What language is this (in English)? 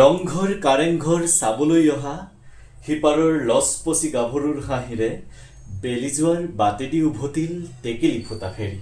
Assamese